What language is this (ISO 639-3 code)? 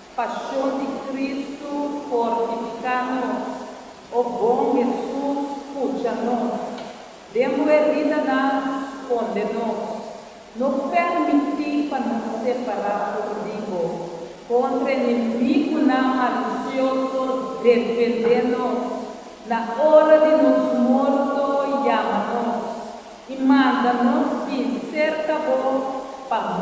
pap